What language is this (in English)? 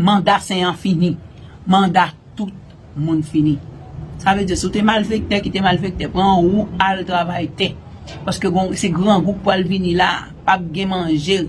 Haitian Creole